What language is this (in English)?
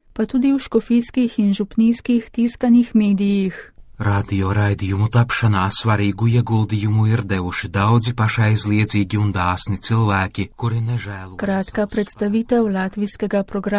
Slovenian